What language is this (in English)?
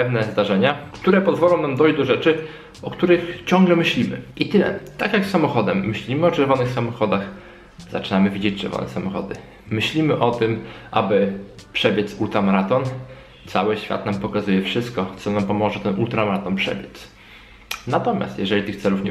Polish